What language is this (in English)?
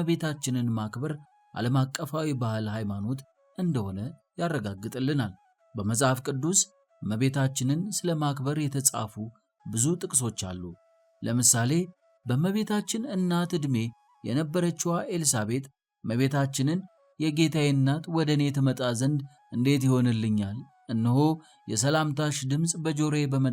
Amharic